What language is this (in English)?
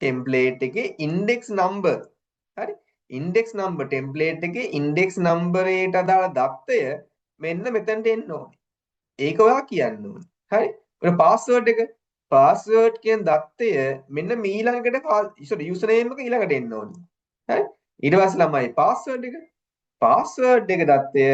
Sinhala